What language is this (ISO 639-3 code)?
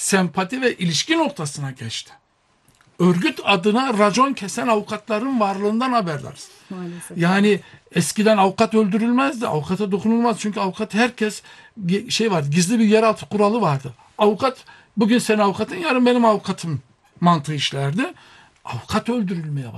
tur